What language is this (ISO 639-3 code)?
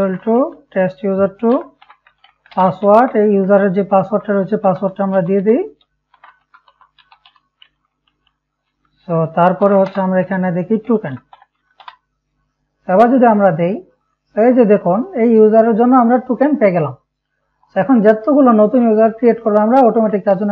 ben